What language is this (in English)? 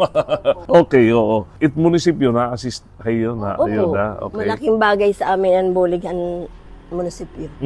Waray